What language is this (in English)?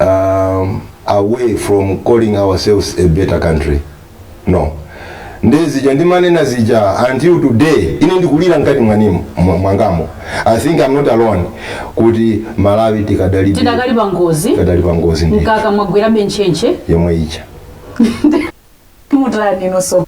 Nyanja